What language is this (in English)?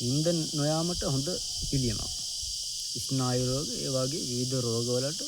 Sinhala